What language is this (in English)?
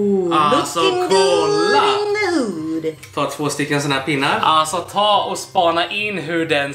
Swedish